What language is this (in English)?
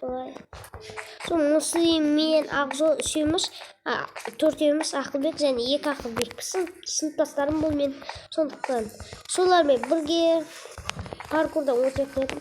Kazakh